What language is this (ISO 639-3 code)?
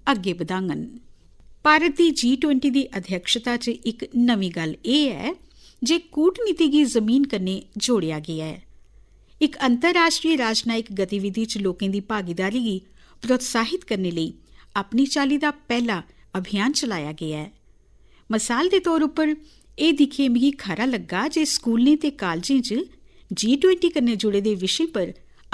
doi